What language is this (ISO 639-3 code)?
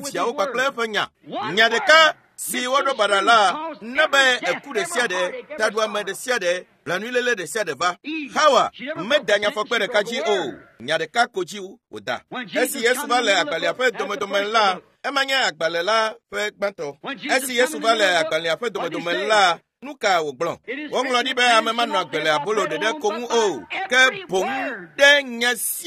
ewe